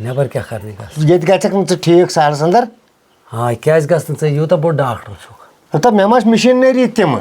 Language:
Kashmiri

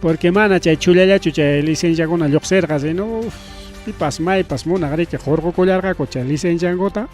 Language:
Ayacucho Quechua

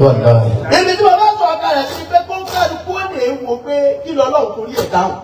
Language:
Yoruba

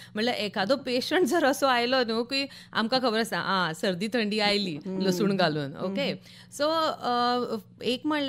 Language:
Konkani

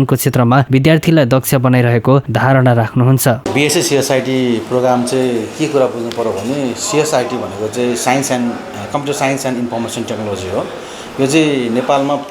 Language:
Nepali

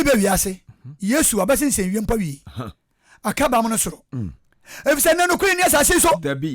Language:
Akan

